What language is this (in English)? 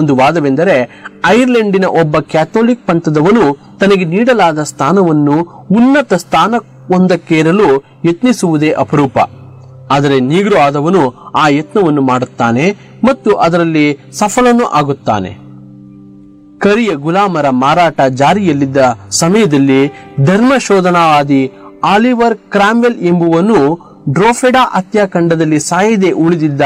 Kannada